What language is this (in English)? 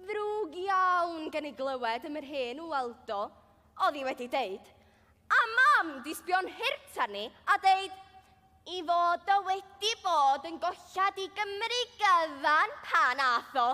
Welsh